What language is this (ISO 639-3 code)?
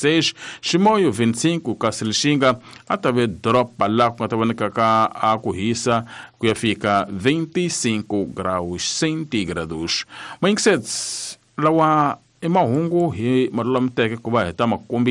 tso